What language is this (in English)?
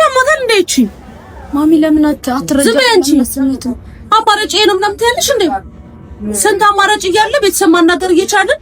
Amharic